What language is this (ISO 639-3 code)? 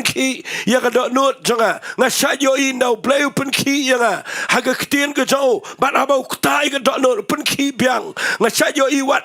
kha